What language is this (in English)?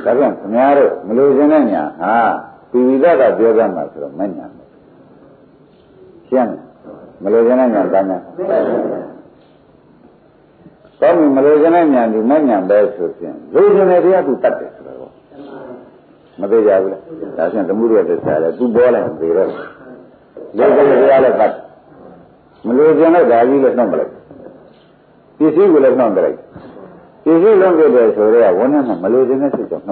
Burmese